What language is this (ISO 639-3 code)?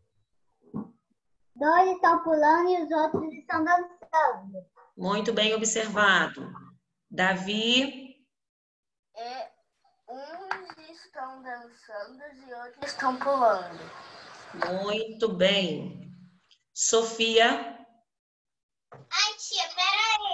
por